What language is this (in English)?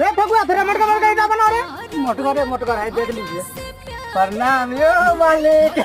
Maithili